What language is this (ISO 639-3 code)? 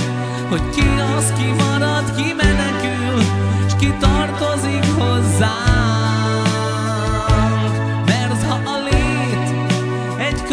hun